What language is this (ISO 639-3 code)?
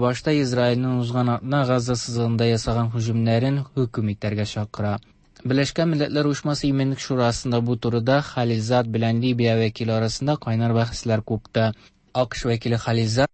tat